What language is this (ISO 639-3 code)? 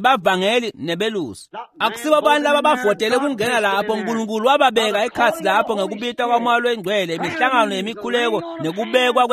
ssw